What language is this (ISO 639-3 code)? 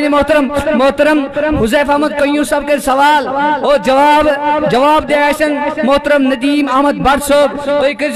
kas